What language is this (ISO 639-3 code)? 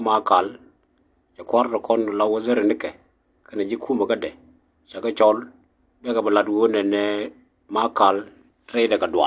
nus